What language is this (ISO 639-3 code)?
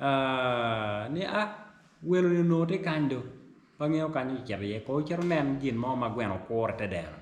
ach